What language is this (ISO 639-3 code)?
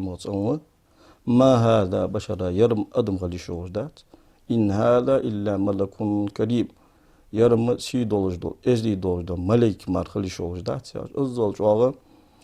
inh